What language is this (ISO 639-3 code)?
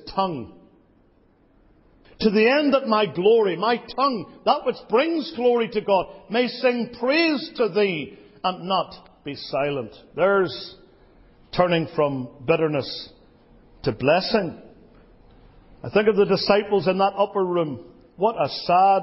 eng